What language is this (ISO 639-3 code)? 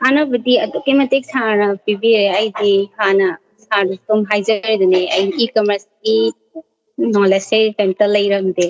mni